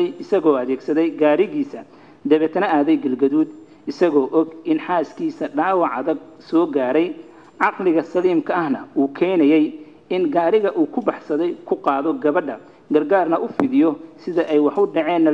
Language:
Somali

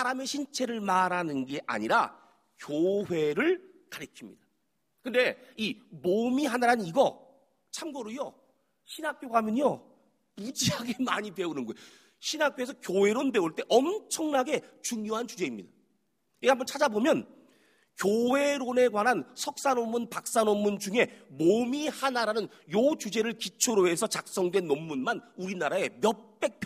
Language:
Korean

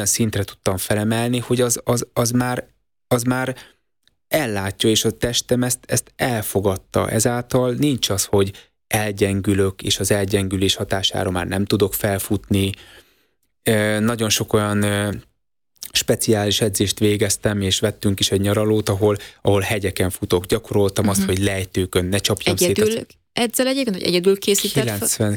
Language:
Hungarian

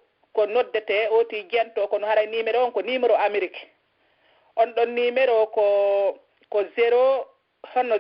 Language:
Pular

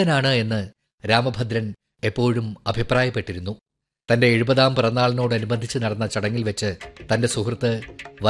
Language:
Malayalam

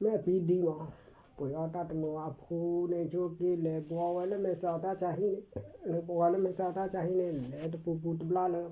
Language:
S'gaw Karen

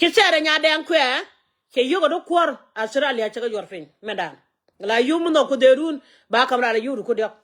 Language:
Nuer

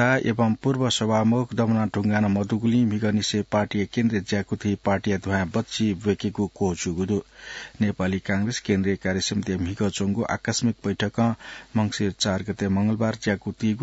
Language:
Newari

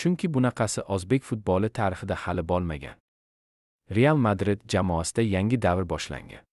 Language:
Uzbek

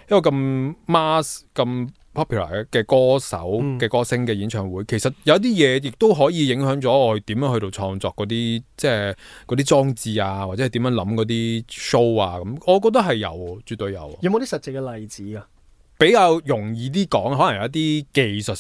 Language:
Cantonese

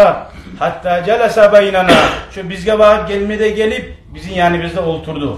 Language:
Kumyk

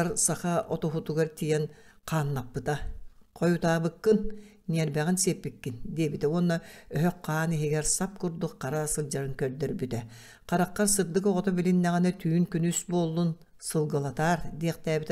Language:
Yakut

